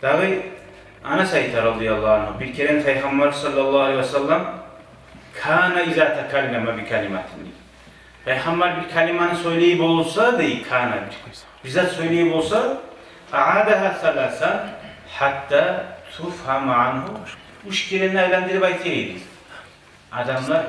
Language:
Kumyk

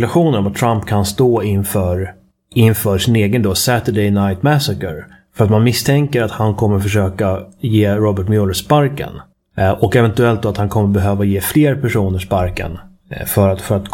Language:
Swedish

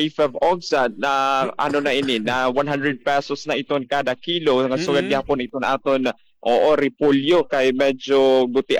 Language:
Waray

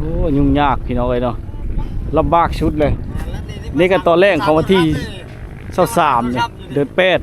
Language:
Lao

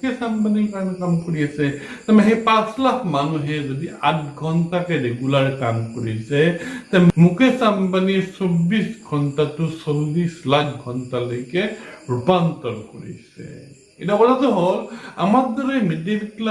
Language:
Assamese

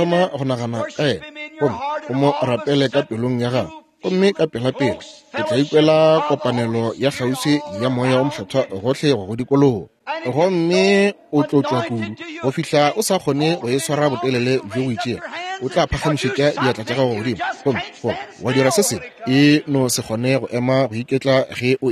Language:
Northern Sotho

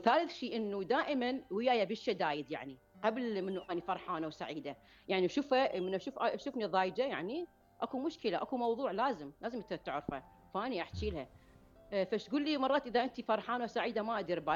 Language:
Mesopotamian Arabic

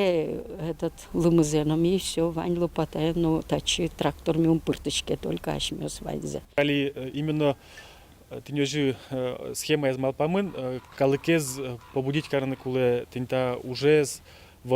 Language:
Udmurt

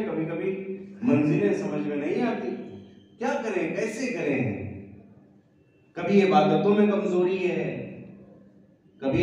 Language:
Hindi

